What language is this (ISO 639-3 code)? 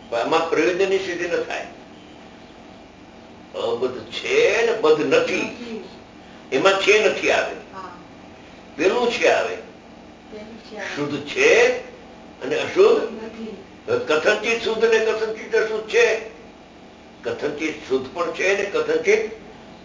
guj